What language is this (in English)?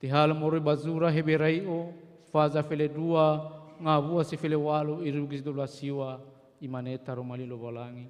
Nias